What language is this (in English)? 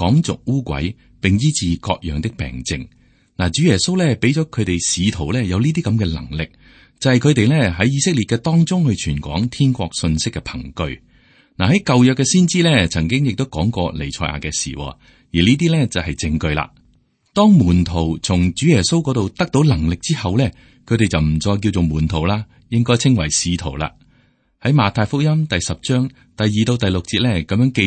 Cantonese